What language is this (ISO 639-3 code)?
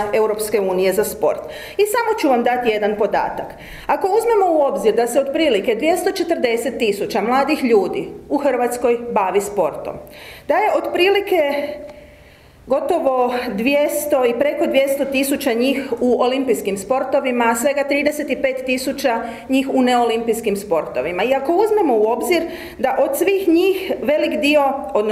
hrv